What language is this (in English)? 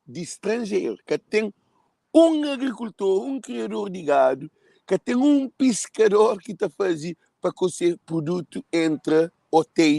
Kabuverdianu